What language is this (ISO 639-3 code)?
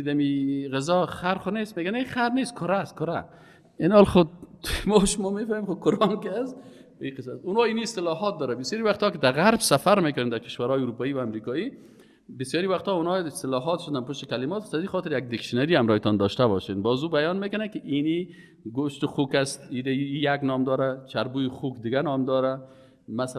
fas